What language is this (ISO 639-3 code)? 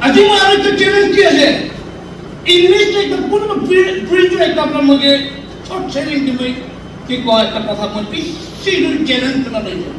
nag